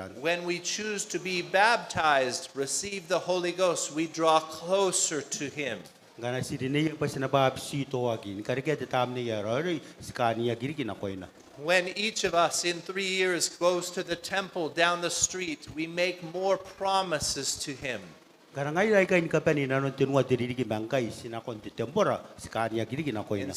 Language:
Gilbertese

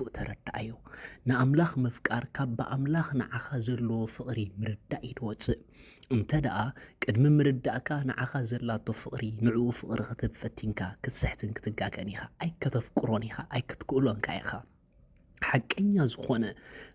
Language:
Tigrinya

